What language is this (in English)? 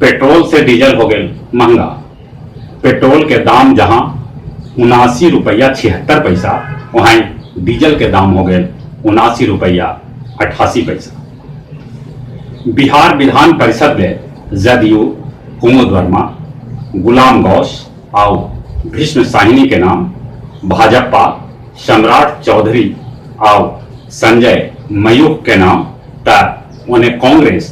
Magahi